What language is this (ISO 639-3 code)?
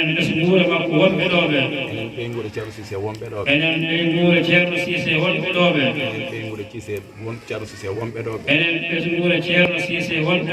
ful